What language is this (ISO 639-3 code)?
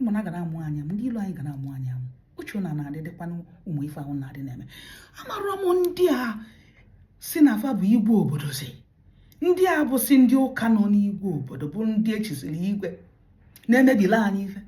ibo